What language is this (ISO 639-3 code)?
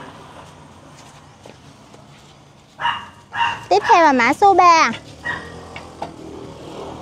vie